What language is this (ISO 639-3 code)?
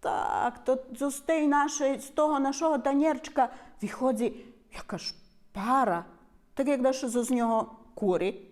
rue